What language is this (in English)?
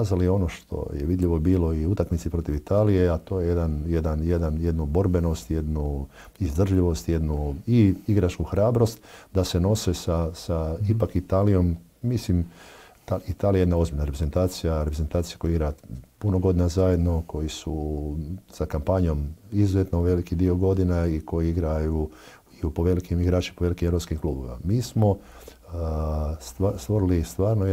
Croatian